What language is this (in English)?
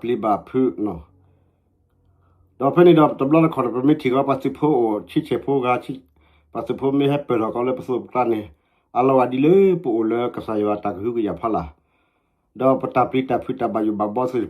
S'gaw Karen